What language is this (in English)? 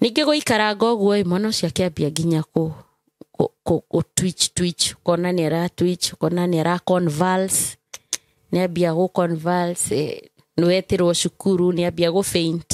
Kikuyu